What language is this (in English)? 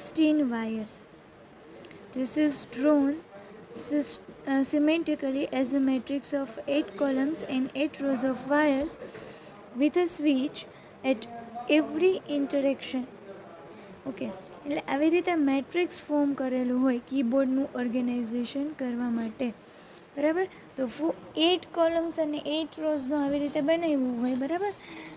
Gujarati